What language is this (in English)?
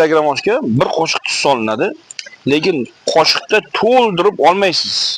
Uzbek